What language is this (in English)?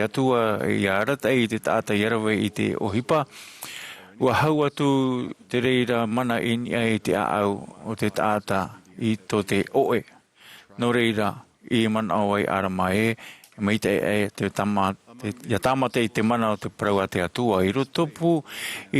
Tahitian